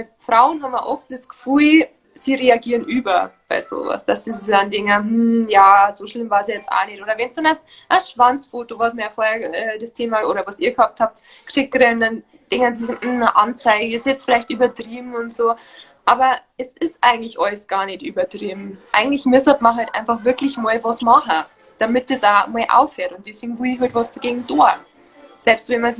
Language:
Bavarian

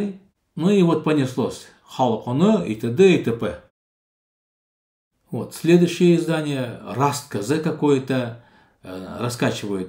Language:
Russian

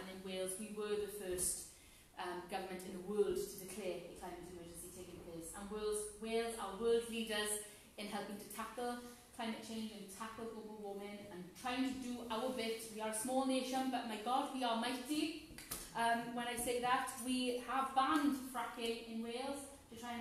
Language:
English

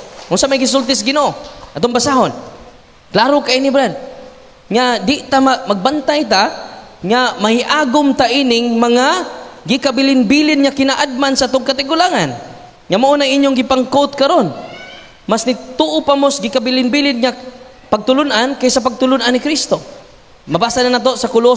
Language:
Cebuano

